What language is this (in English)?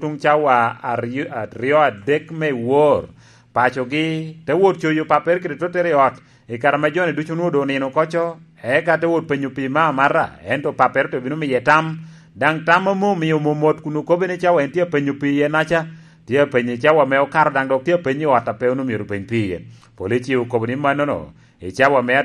Lango (Uganda)